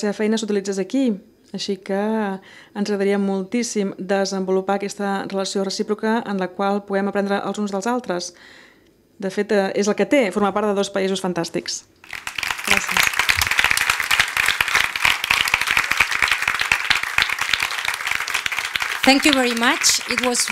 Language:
Catalan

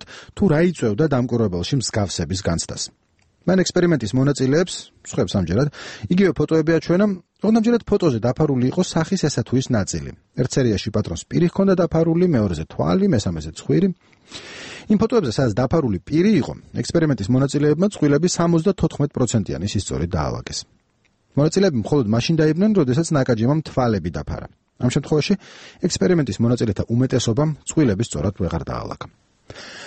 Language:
Georgian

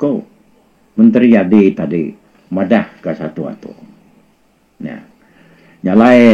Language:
Iban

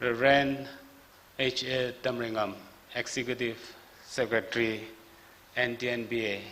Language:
Tangkhul Naga (India)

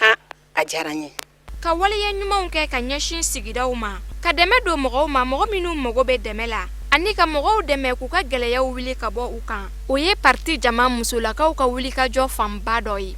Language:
Bambara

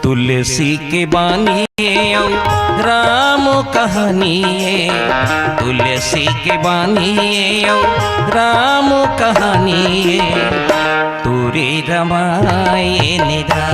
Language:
Chhattisgarhi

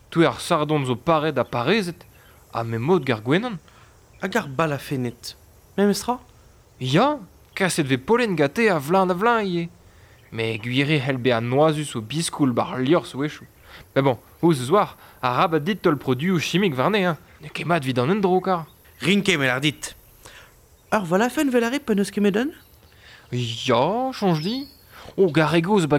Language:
Breton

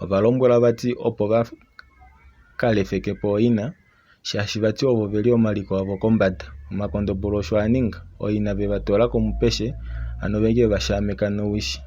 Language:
Kuanyama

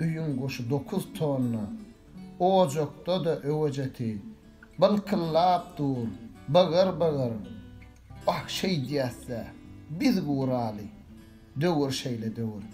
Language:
Turkmen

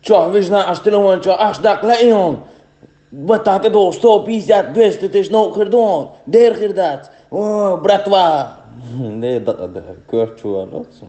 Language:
Chechen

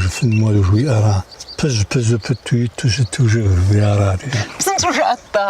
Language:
Kabardian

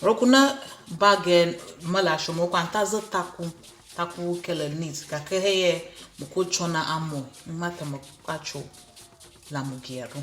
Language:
Ewe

